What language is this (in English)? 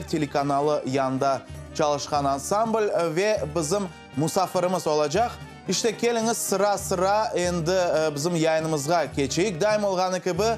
Crimean Tatar